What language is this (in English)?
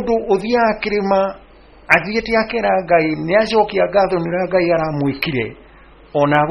Kikuyu